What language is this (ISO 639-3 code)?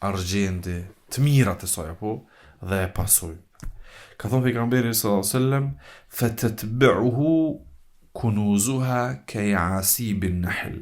sqi